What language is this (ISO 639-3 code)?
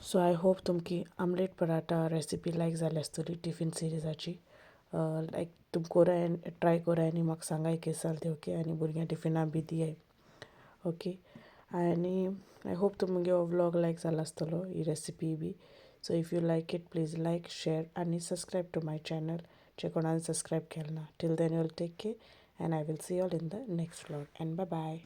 kok